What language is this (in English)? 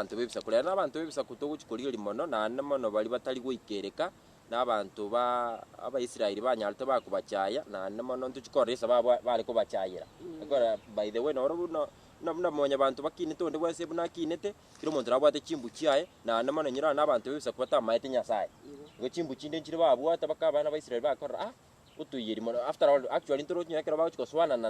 Gusii